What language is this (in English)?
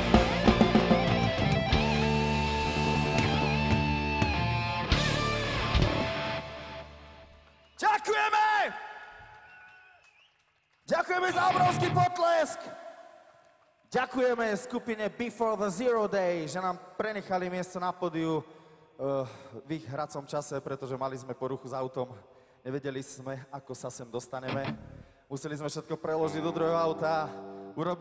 Slovak